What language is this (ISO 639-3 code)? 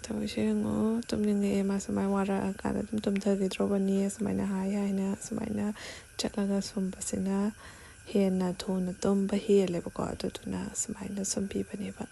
mni